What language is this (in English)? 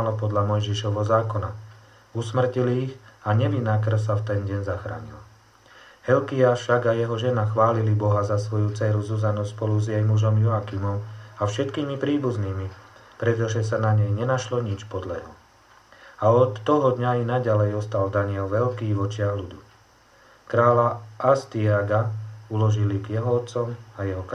Slovak